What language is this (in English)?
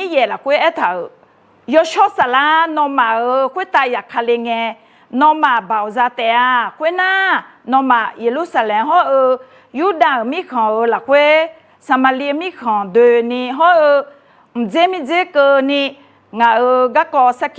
Akha